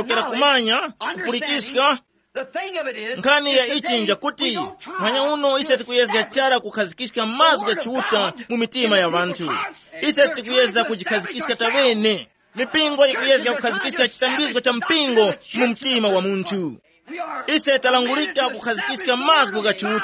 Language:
Tumbuka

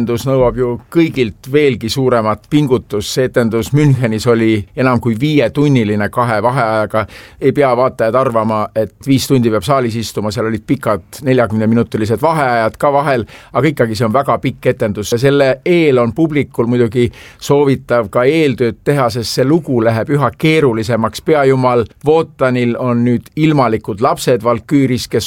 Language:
Estonian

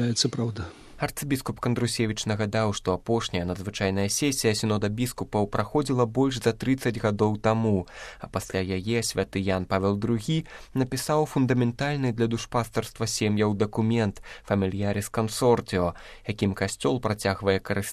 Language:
Belarusian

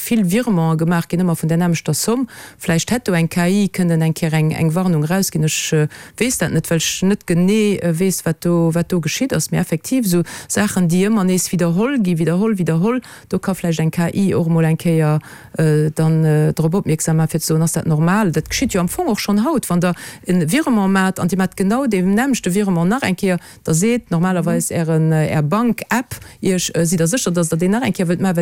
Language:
Luxembourgish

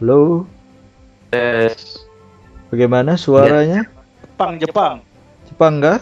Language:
Banjar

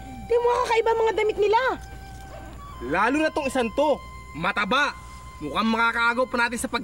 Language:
Filipino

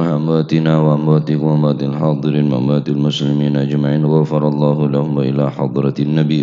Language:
Madurese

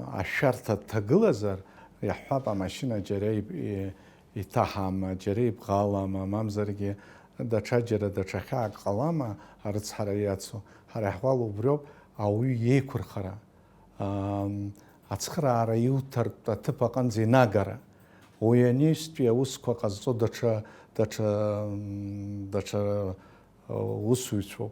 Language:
Abkhazian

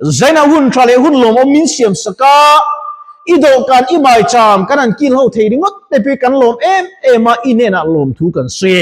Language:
Mizo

